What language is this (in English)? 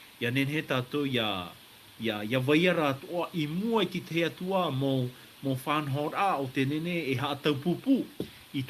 Tahitian